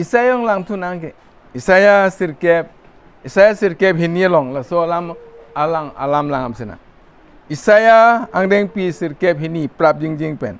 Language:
Karbi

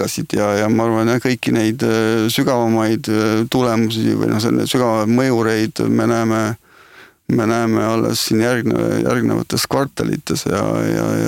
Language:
Estonian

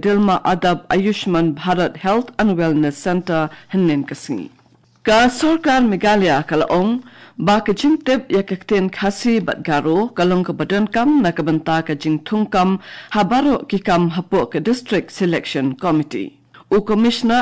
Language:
Khasi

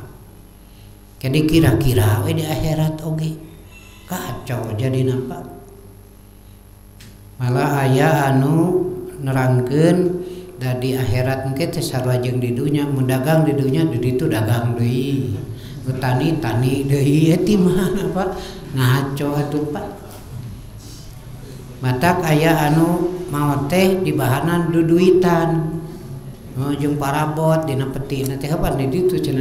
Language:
Sundanese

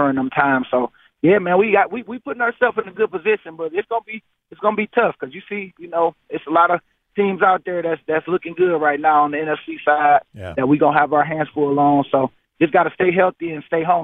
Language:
English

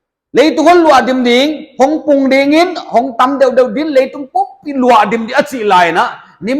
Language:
Paite Chin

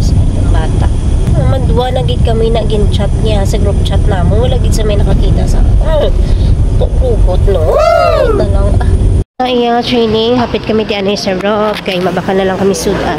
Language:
Hiligaynon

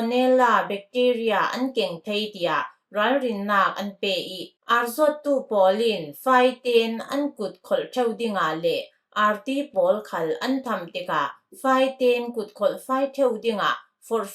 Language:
Falam Chin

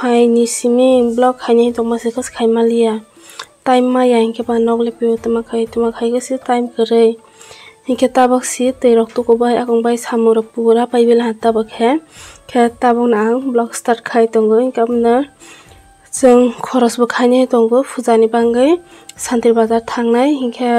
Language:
Kok Borok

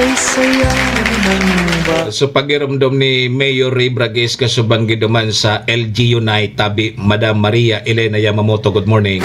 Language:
Bikol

